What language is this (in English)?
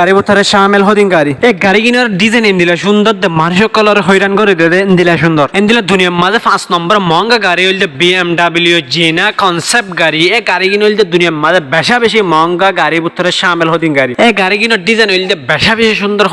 Rohingya